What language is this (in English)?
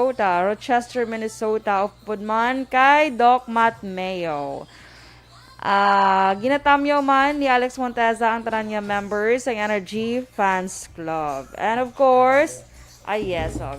Hiligaynon